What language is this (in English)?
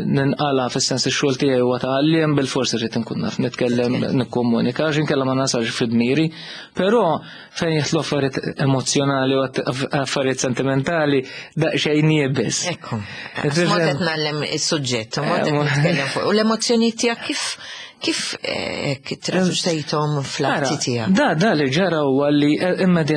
Maltese